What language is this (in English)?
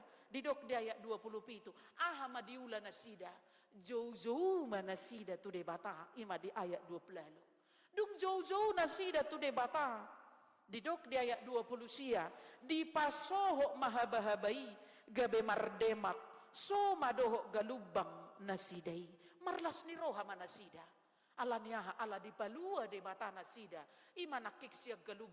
Batak Toba